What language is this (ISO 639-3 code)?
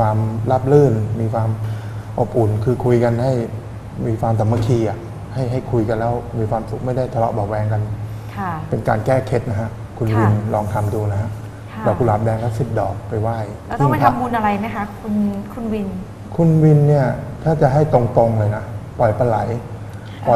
tha